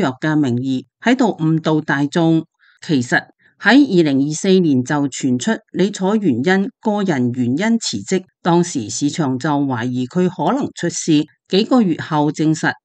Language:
Cantonese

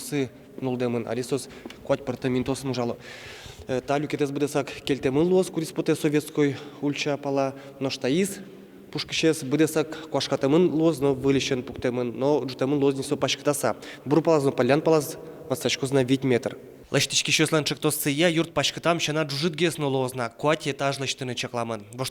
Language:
Udmurt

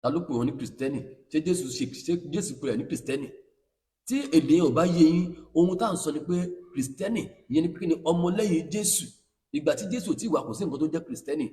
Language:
Yoruba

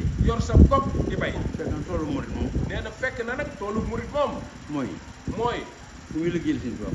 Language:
Wolof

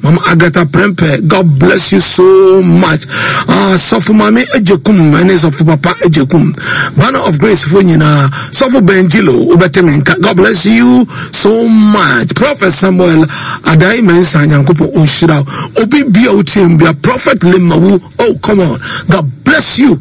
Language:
Akan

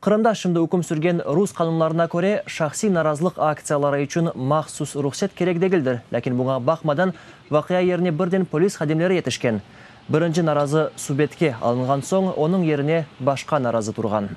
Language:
Crimean Tatar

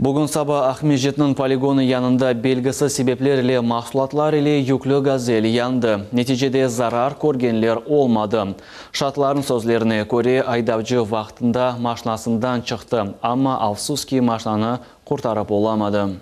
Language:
Crimean Tatar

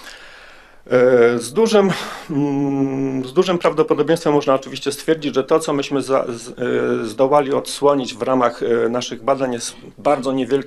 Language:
Polish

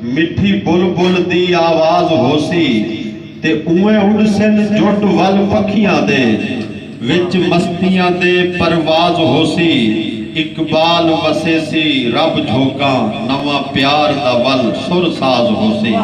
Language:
Saraiki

